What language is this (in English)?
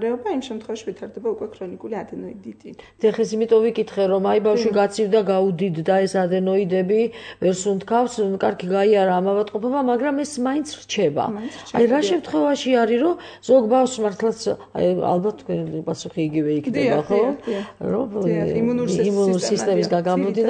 Georgian